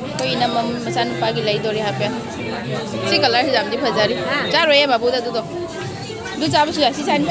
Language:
Manipuri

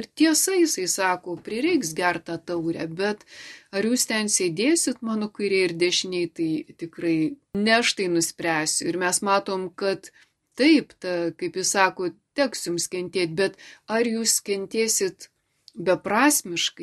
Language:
Lithuanian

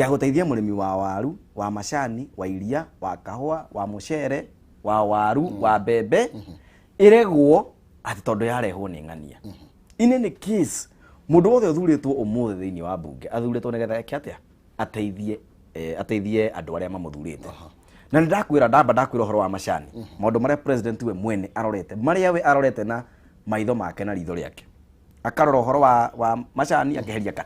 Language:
Kikuyu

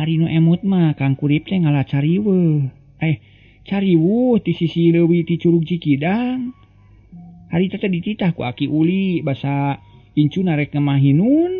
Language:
Sundanese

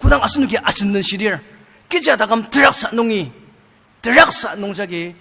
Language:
Ao Naga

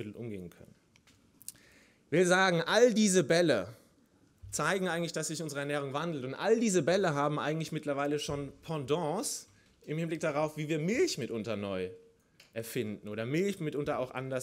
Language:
German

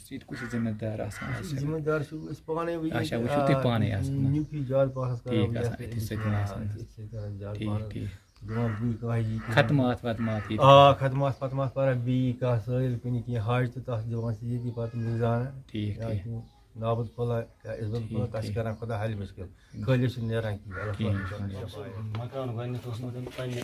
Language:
Kashmiri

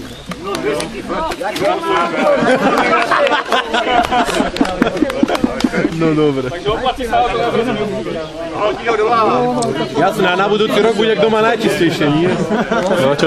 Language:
Slovak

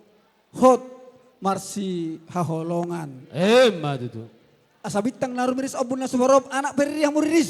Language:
Batak Toba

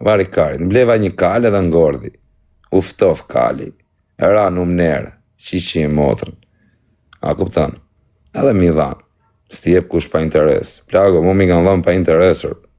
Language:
Albanian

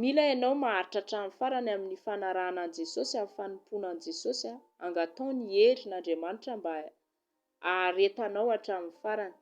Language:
Malagasy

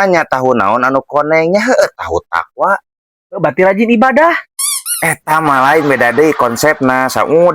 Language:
Sundanese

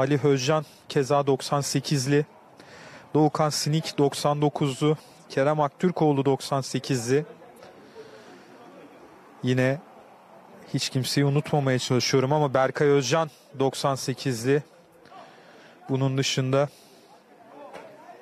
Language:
Turkish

